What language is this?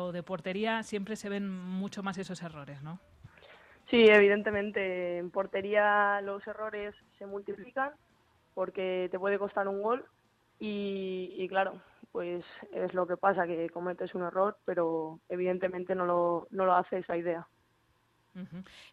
Spanish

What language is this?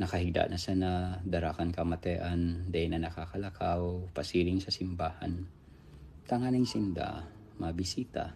Bikol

